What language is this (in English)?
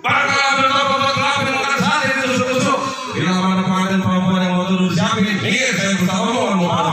Betawi